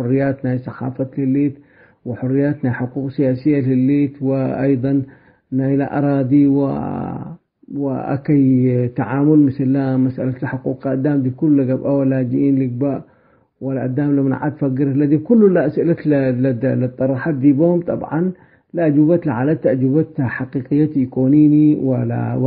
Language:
Tigre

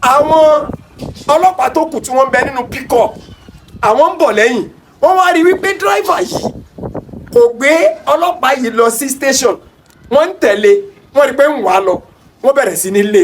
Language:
Yoruba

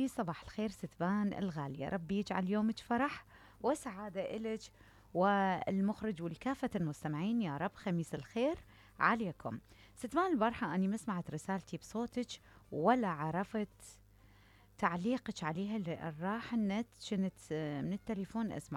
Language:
Mesopotamian Arabic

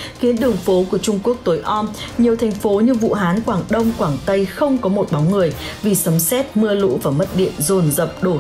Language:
Vietnamese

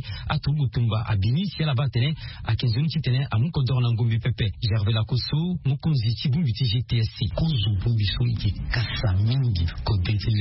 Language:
Sango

